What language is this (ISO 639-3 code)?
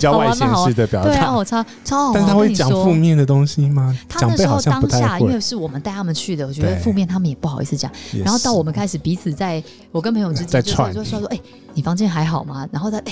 zho